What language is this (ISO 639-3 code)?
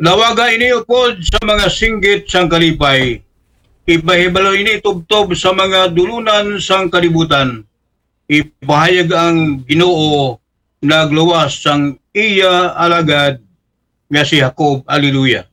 akl